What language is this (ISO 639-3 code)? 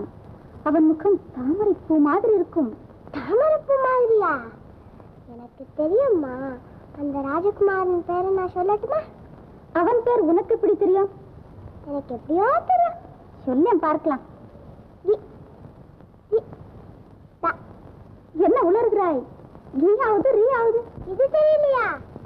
tam